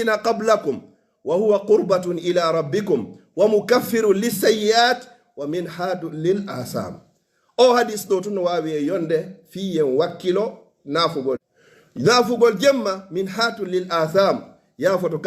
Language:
Pular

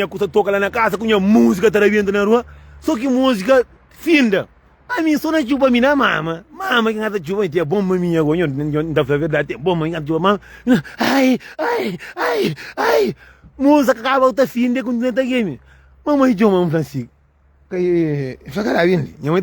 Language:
Kabuverdianu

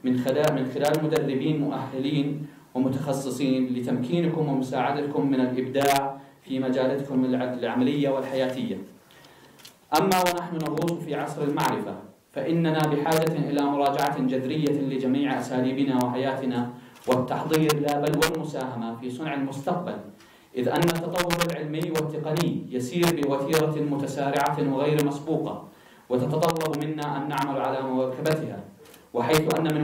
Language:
Arabic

